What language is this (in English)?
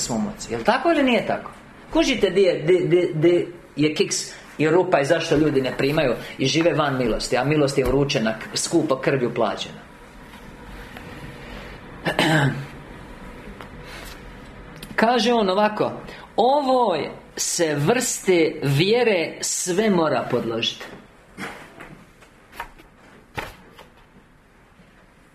Croatian